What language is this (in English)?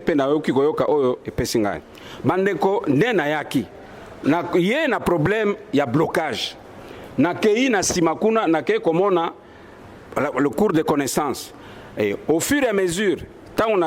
Lingala